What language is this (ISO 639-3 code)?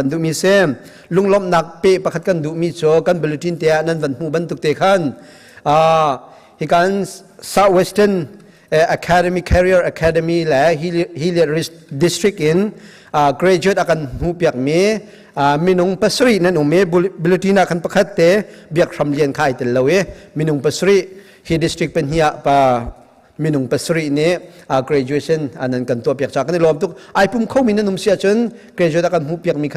cnh